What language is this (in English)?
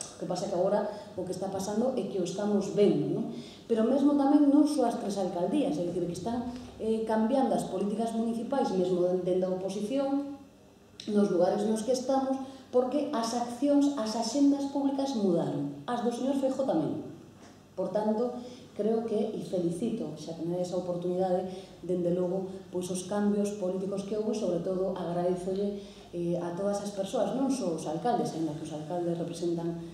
Galician